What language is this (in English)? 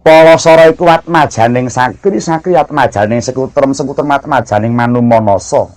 Javanese